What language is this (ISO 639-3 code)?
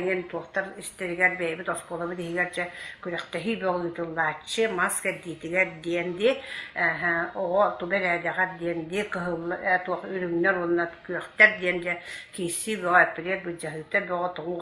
sah